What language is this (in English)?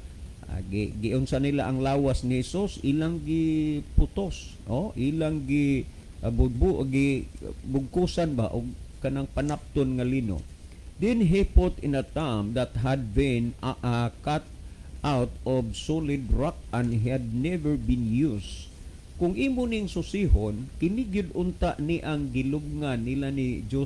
Cebuano